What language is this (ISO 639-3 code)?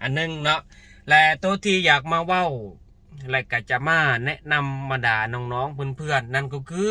lao